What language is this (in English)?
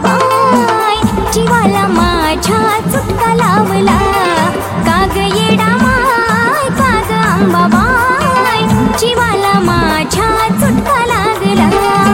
Marathi